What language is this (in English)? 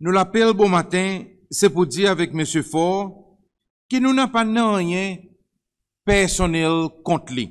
Seselwa Creole French